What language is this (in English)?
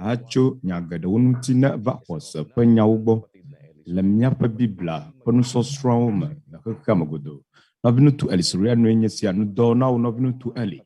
Ewe